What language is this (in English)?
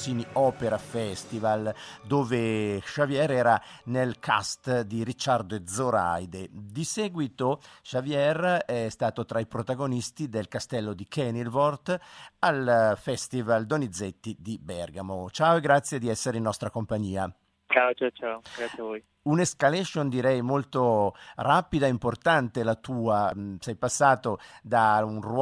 Italian